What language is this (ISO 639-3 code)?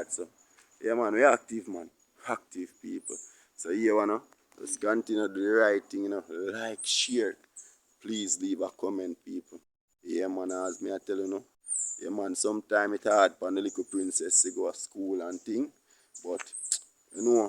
jam